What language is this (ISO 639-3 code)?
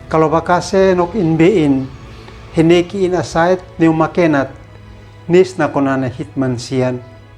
aoz